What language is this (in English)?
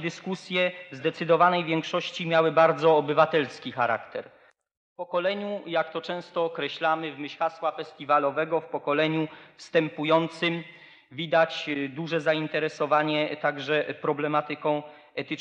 Polish